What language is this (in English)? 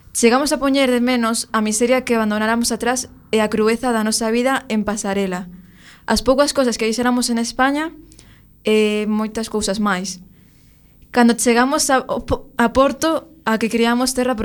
Galician